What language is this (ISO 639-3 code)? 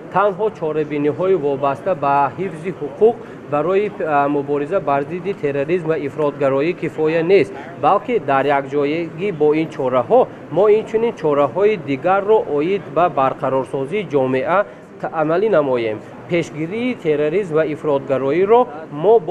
tgk